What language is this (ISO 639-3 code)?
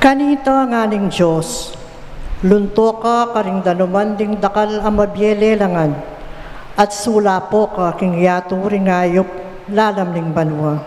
pam